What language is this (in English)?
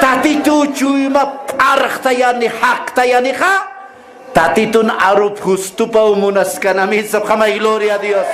Aymara